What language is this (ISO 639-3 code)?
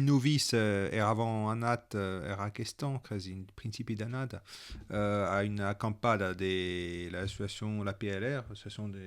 oci